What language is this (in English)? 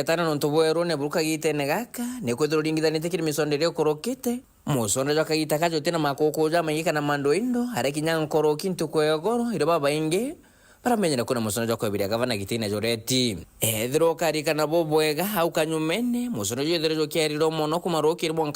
Meru